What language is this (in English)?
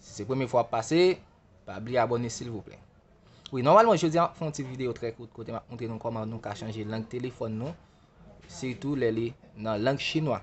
Haitian Creole